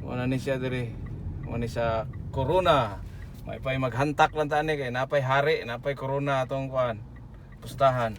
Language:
Cebuano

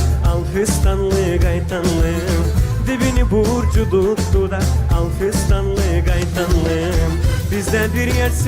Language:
Gagauz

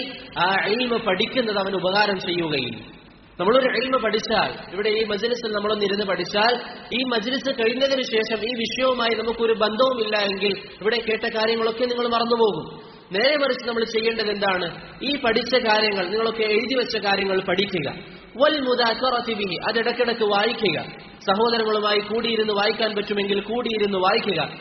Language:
Malayalam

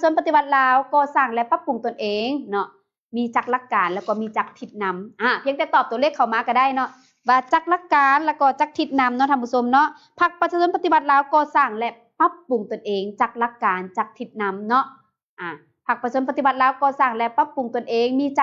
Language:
Lao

